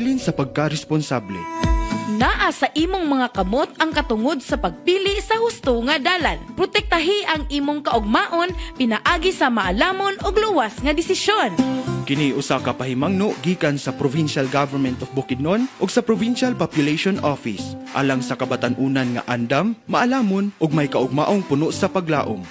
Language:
Cebuano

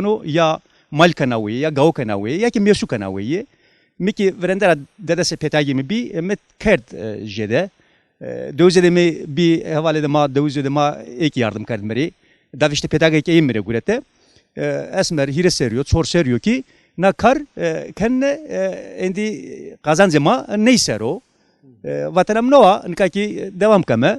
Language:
Zaza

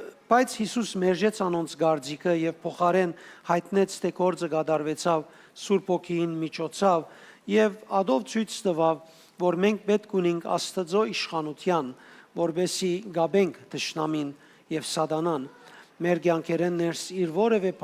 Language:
Western Armenian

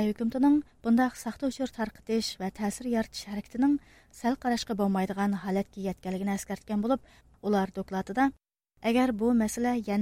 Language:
Uyghur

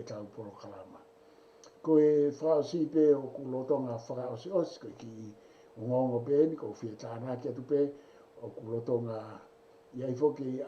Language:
Tongan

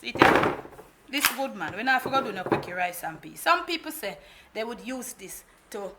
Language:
Jamaican Creole English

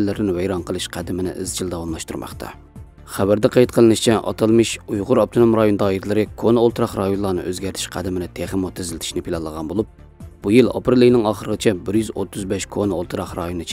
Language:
Uyghur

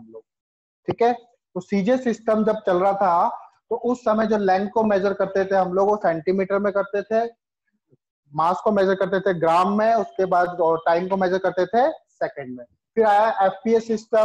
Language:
Hindi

